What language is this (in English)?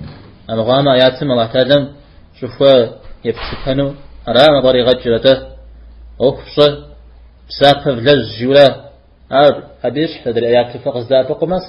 Kabardian